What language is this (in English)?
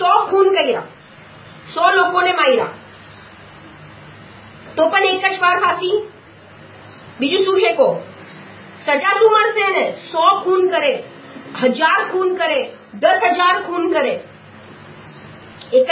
Gujarati